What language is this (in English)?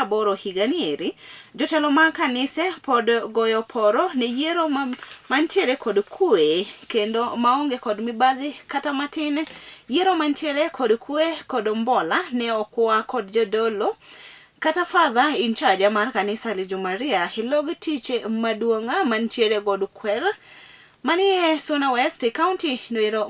Luo (Kenya and Tanzania)